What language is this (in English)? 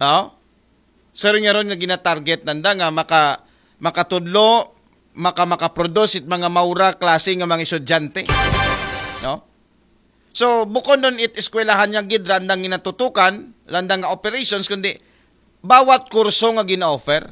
Aklanon